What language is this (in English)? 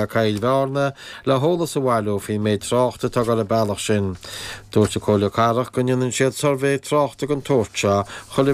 Irish